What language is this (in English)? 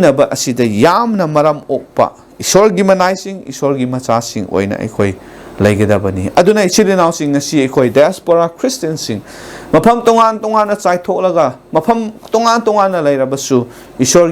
Manipuri